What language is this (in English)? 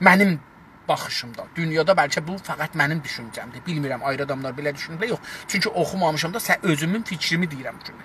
South Azerbaijani